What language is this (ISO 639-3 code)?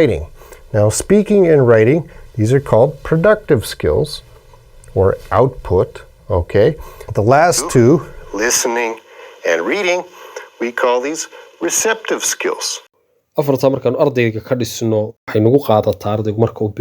som